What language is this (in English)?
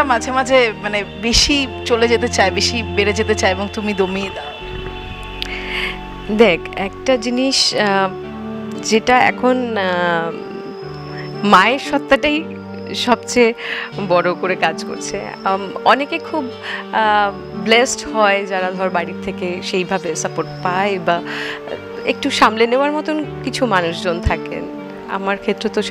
Bangla